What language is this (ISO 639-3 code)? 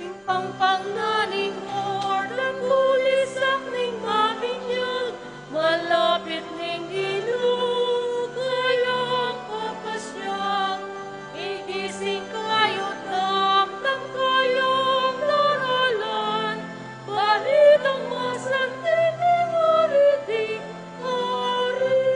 pam